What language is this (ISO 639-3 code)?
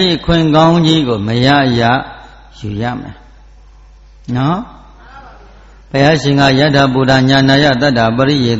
mya